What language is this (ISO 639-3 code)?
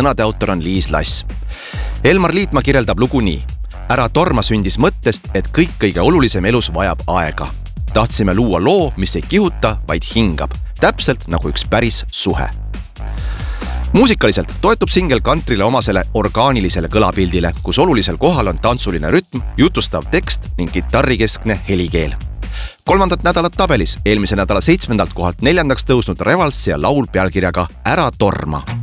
est